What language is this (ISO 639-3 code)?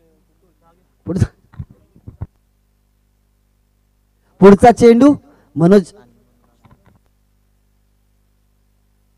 mar